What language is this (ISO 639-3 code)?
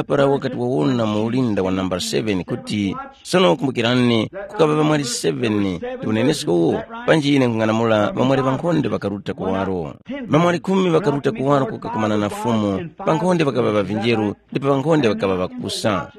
tum